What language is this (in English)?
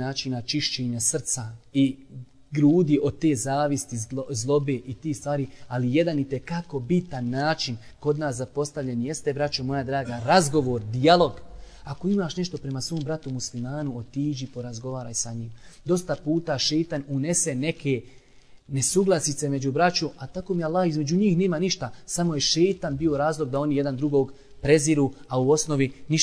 Bosnian